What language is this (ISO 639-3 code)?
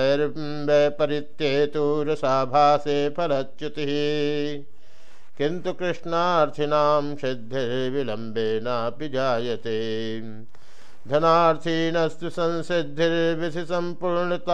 san